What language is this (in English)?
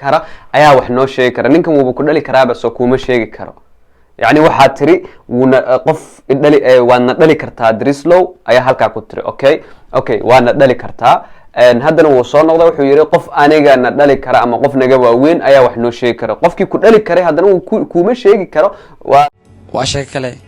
Somali